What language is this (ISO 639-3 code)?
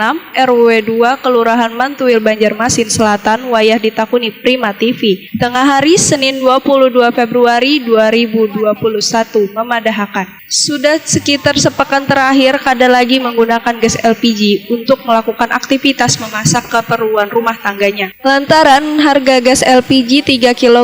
bjn